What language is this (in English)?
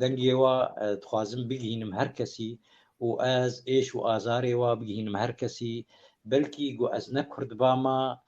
Kurdish